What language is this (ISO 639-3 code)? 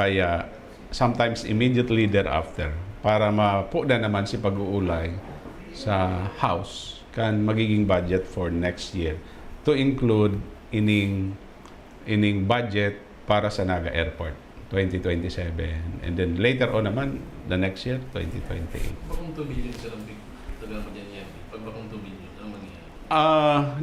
bik